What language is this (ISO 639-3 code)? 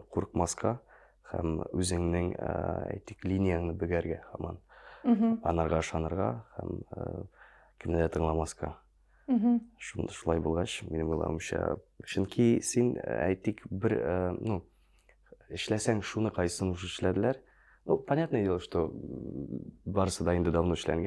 tat